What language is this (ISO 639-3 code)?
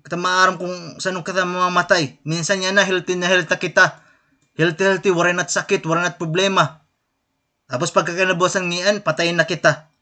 war